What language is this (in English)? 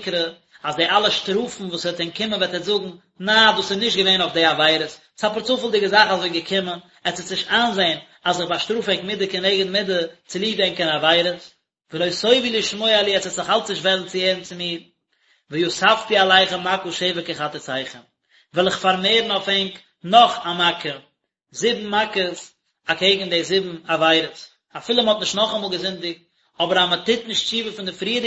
Yiddish